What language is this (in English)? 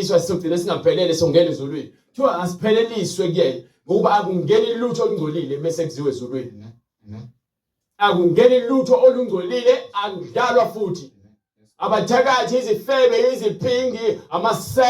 Zulu